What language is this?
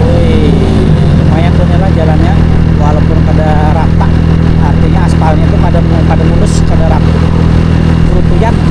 Banjar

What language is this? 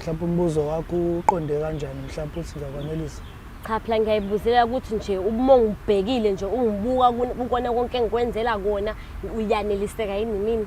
Zulu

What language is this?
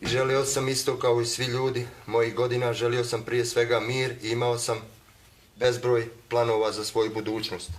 Bosnian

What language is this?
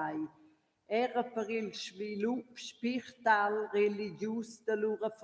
Romansh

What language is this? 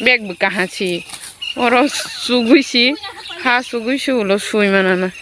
Kok Borok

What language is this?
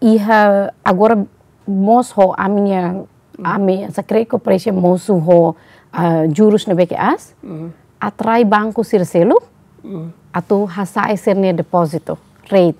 Tetum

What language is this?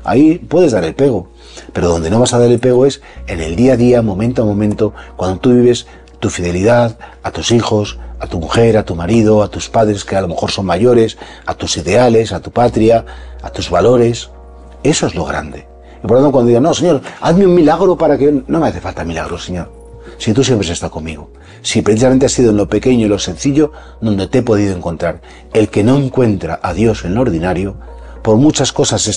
Spanish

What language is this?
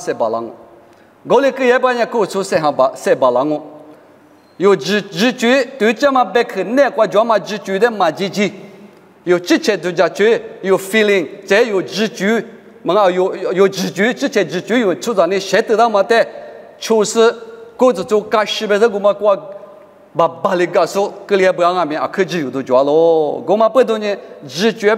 Lisu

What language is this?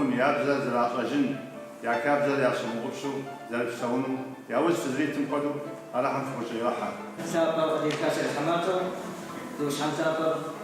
Kabardian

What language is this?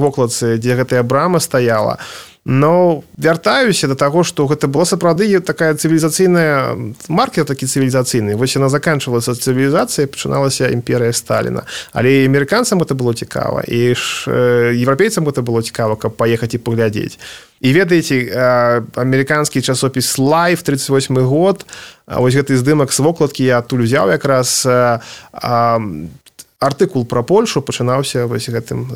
Belarusian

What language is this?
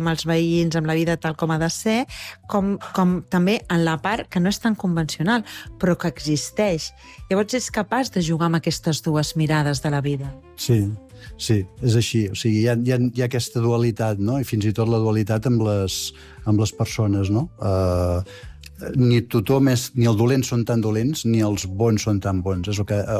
Catalan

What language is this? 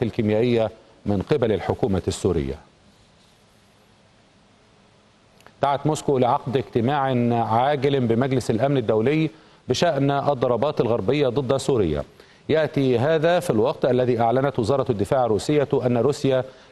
Arabic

